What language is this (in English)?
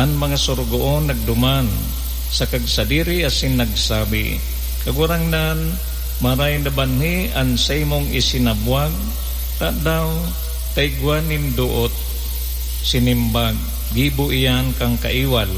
Bikol